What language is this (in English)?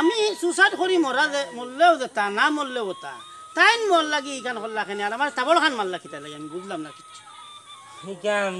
Sylheti